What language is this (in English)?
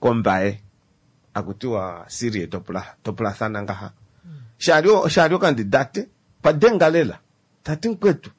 Kuanyama